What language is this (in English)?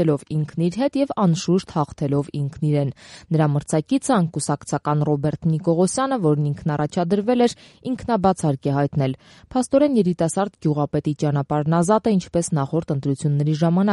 Armenian